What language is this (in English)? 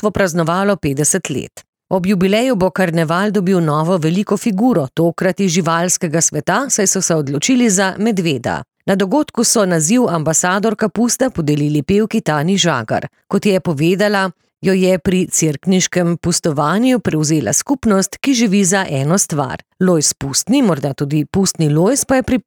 Slovenian